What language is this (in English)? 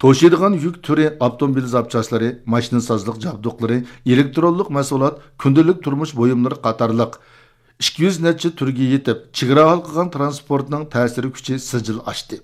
Uyghur